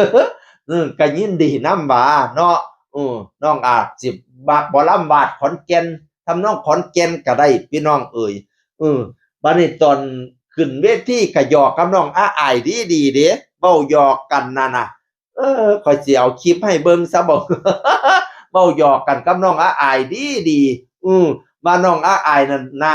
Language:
Northeastern Thai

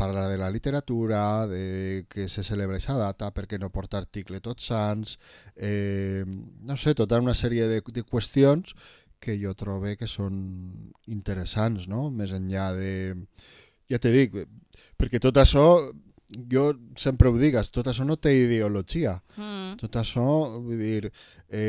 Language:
Catalan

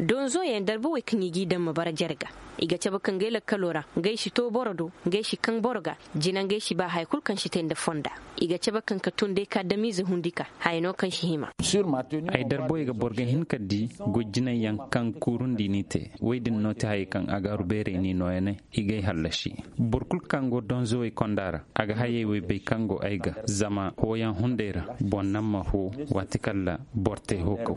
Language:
Koyraboro Senni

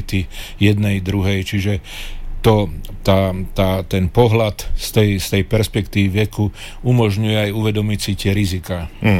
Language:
Slovak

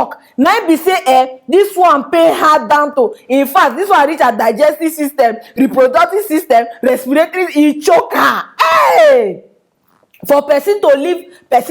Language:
Nigerian Pidgin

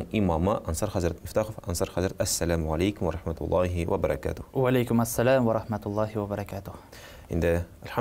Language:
Tatar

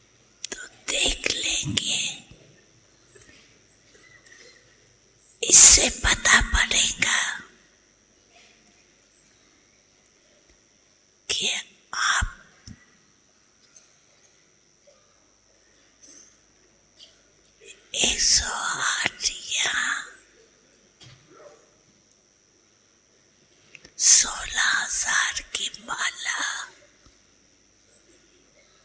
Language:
Hindi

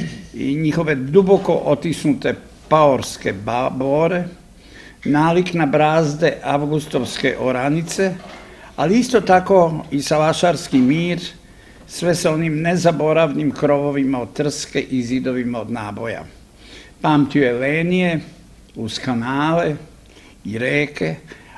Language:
Serbian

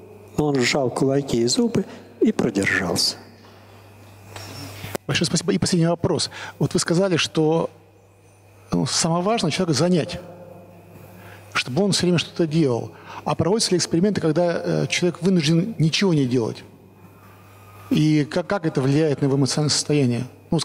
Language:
Russian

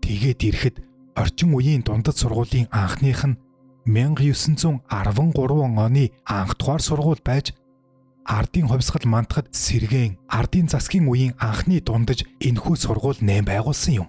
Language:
Mongolian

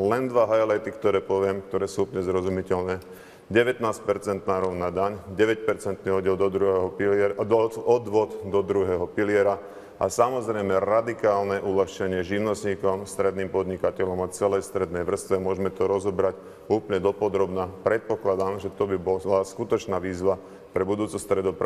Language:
Slovak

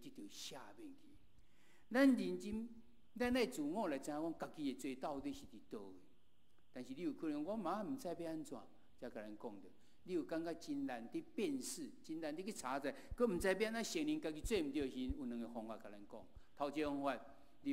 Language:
Min Nan Chinese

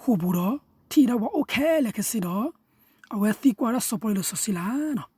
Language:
S'gaw Karen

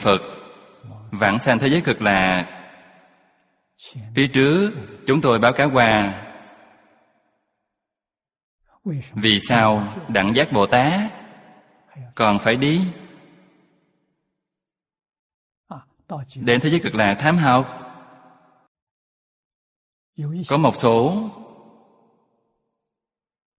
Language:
Vietnamese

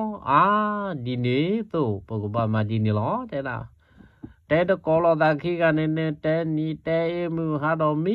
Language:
S'gaw Karen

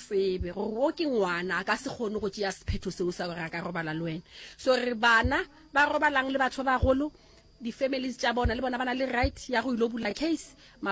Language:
Northern Sotho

